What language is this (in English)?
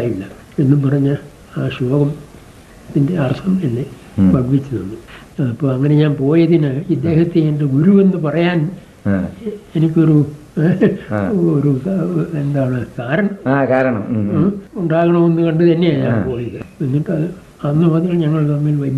Malayalam